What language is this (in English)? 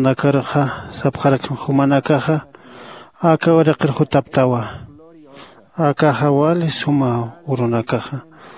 Aymara